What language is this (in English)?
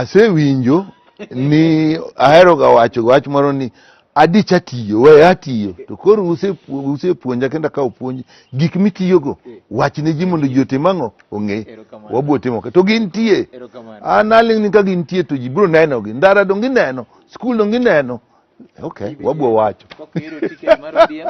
Luo (Kenya and Tanzania)